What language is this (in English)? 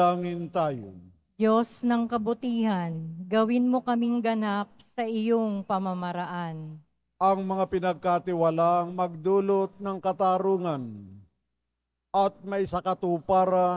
Filipino